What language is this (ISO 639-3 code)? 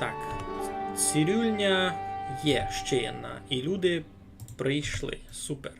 rue